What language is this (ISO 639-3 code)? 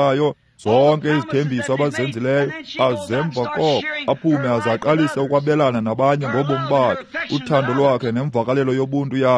xho